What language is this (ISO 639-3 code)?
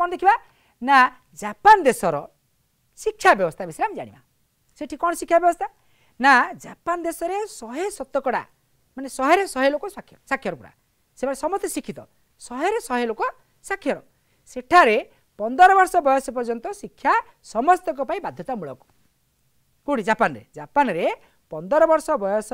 ori